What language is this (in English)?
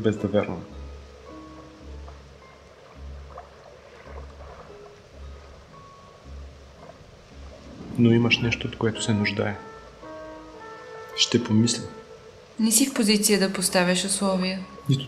Bulgarian